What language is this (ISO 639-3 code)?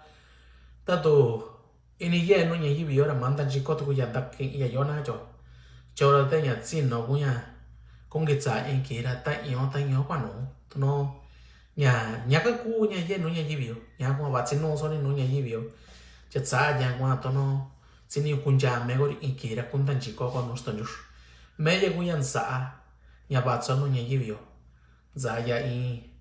mix